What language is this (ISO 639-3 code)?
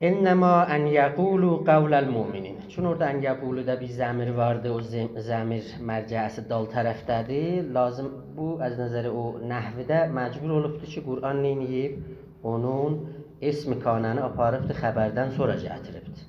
azb